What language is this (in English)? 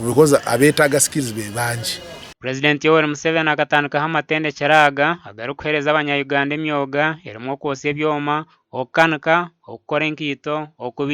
Nyankole